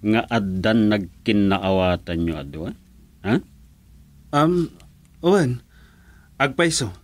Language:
Iloko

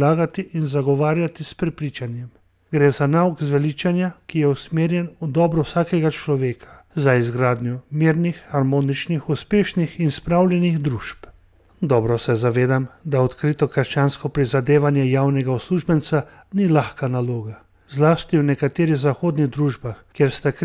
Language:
Slovenian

